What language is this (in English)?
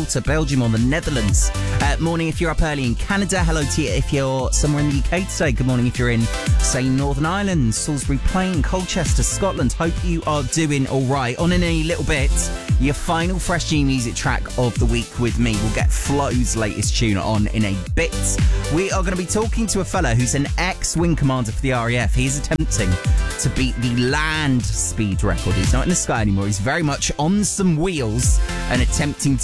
English